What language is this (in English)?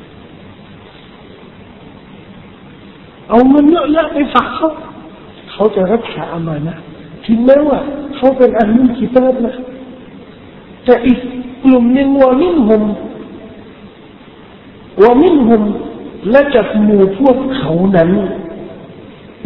Thai